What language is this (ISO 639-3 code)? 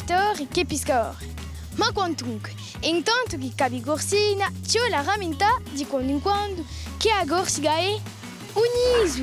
cos